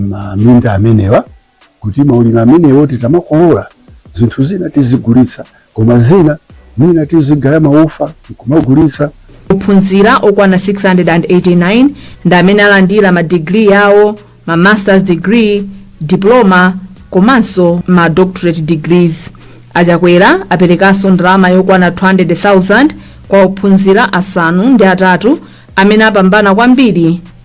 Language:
Nyanja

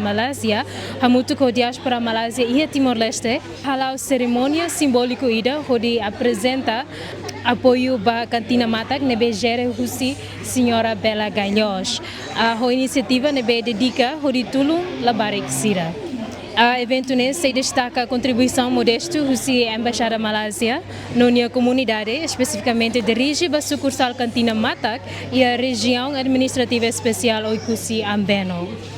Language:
Tetum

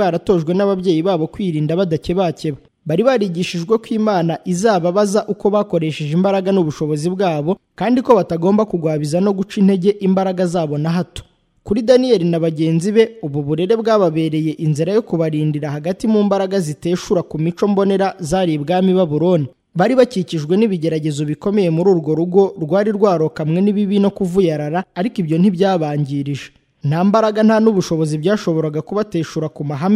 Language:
Kinyarwanda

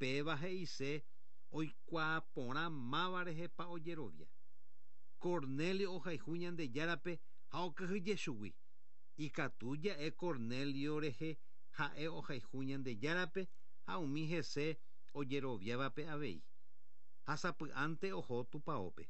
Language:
Guarani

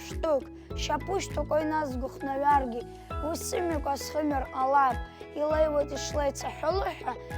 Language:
Abkhazian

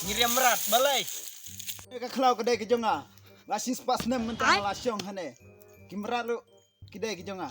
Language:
Khasi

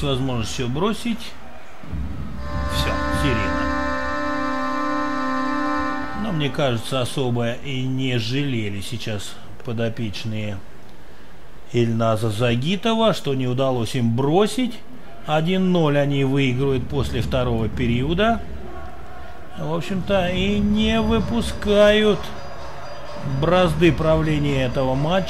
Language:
Russian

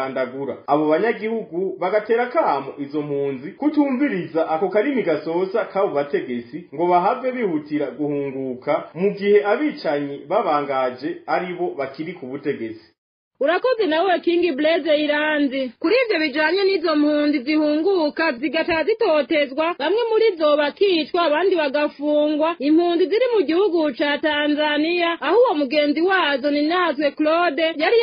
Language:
Rundi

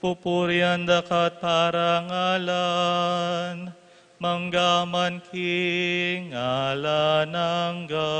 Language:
Pampanga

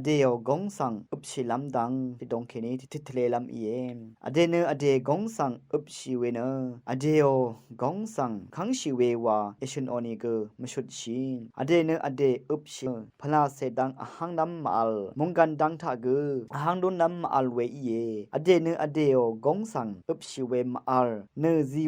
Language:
Rawang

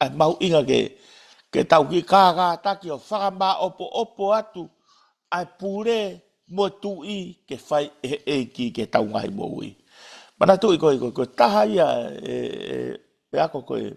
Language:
Tongan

